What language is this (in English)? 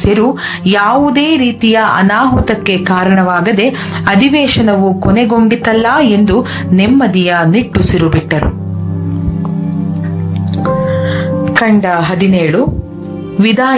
Kannada